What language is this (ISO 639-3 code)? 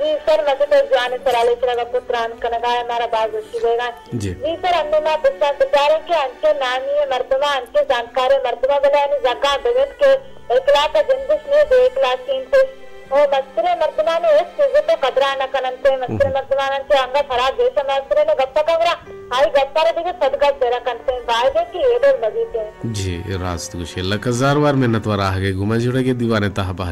bal